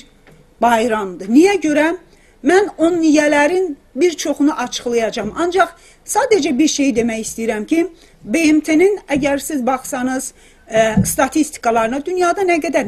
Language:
South Azerbaijani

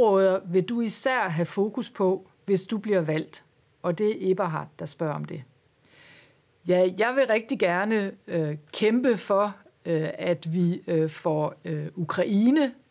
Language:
Danish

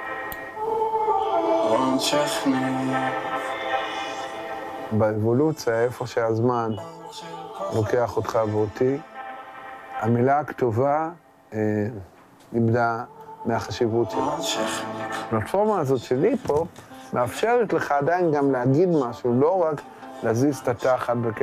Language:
Hebrew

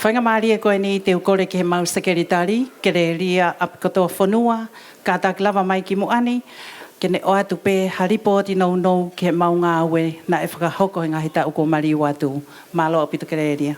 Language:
Tongan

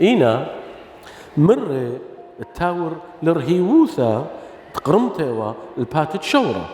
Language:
Assyrian Neo-Aramaic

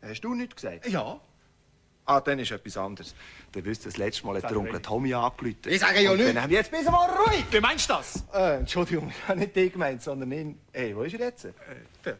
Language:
Swiss German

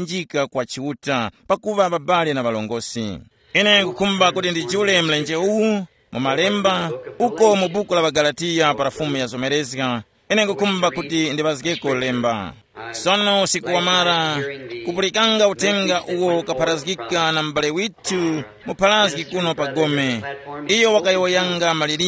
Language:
Tumbuka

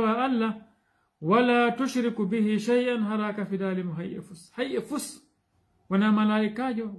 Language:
Fula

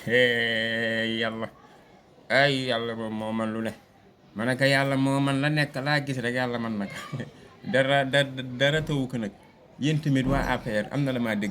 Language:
Wolof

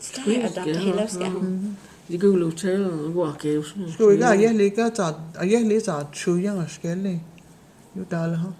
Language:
Cherokee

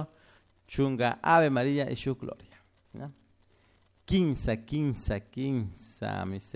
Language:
Chimborazo Highland Quichua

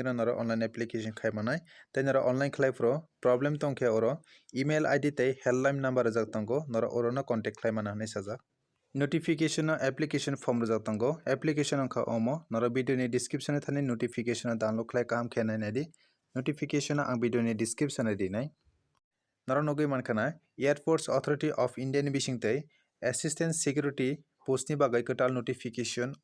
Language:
Kok Borok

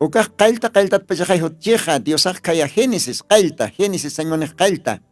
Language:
Aymara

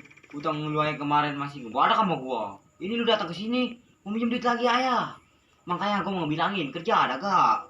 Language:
Betawi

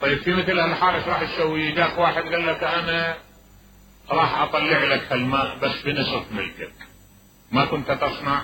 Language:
Mesopotamian Arabic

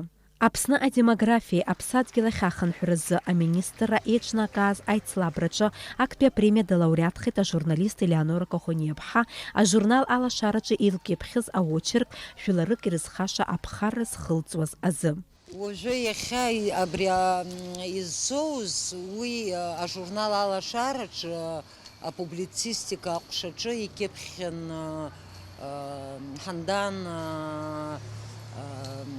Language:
Abkhazian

